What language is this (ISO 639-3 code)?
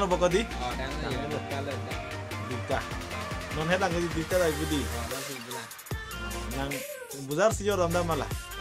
mjw